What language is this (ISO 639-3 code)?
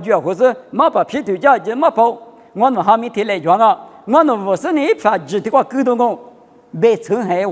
lis